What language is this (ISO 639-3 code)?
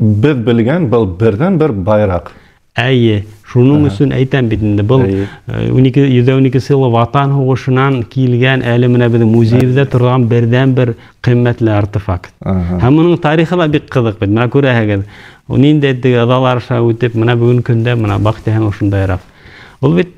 bak